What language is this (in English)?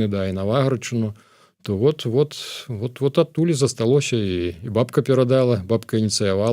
Belarusian